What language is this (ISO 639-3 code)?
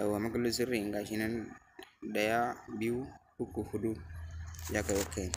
hau